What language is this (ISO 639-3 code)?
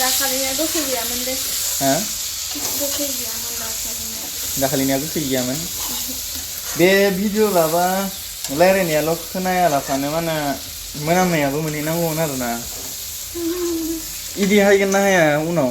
brx